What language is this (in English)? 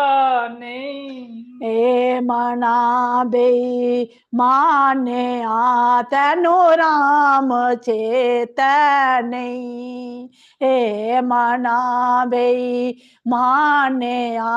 Dogri